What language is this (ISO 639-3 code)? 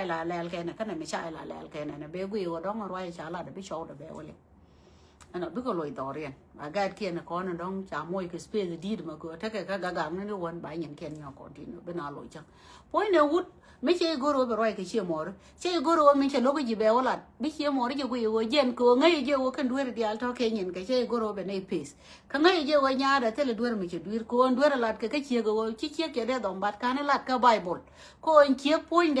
nus